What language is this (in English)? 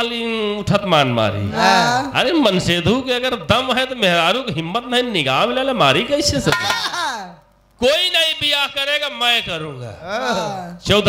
Bhojpuri